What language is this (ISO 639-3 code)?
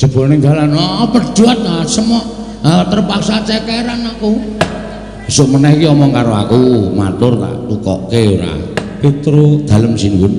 jav